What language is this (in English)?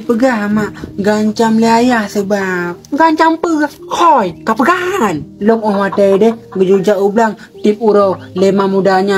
Achinese